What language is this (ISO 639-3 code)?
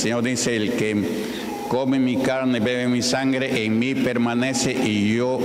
spa